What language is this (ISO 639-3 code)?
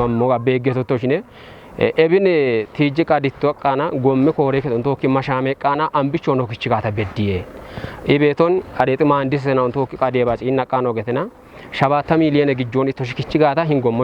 kbr